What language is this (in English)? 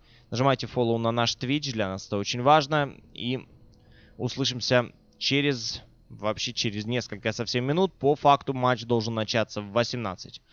Russian